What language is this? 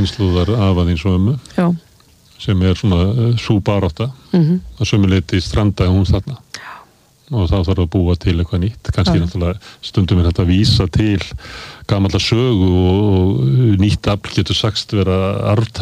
Icelandic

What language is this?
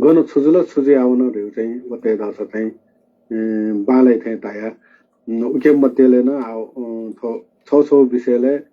Newari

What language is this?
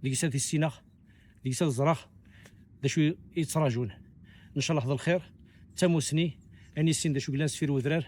Kabyle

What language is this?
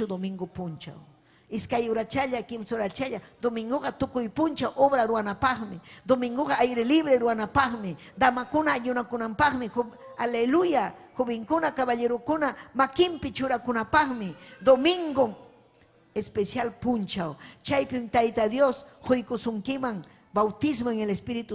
Ayacucho Quechua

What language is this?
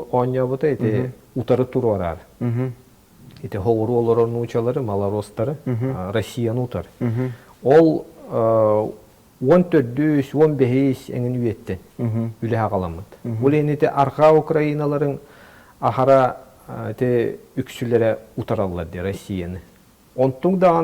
Yakut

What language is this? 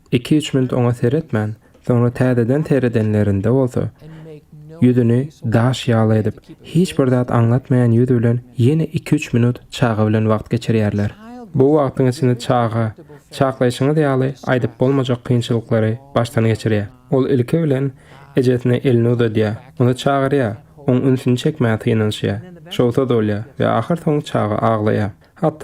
Turkmen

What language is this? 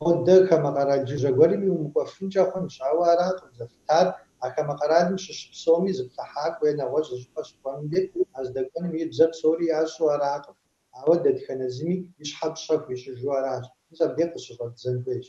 Kabardian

